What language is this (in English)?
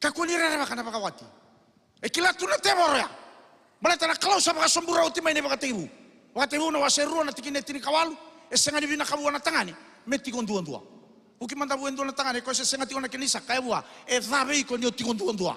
Fijian